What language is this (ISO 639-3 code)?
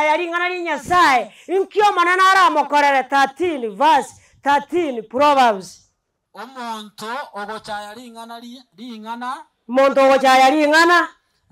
guz